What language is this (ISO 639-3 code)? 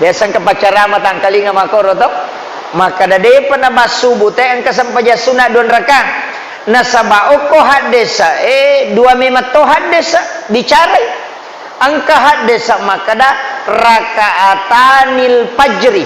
bug